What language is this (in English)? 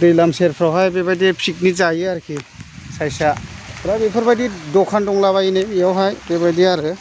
Bodo